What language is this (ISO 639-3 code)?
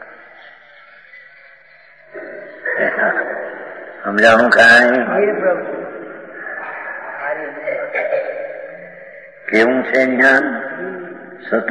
guj